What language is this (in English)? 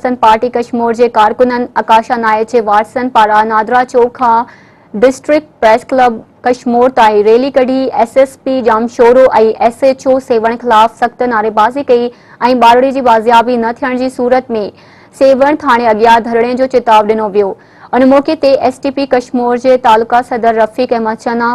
Sindhi